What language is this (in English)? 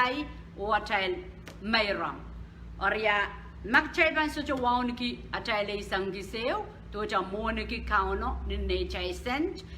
Pohnpeian